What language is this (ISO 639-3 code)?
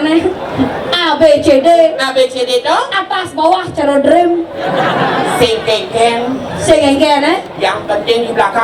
ban